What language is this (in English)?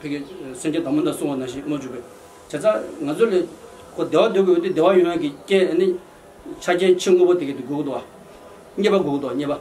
Tibetan